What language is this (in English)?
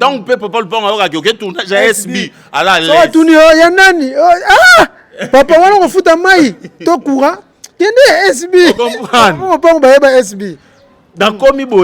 Lingala